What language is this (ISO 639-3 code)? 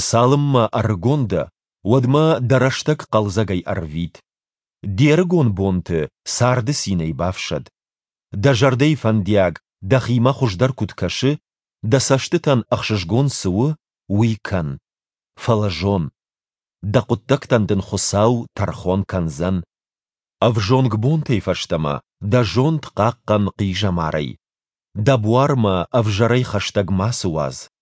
oss